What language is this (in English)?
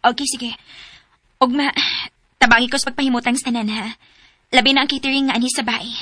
Cebuano